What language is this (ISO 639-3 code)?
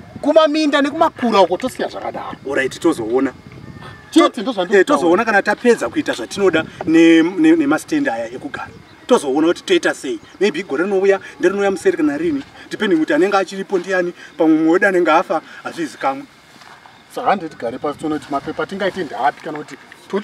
sna